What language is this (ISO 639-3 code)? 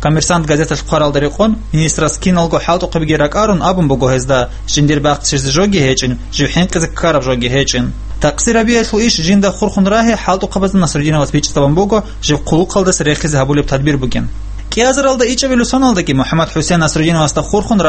ava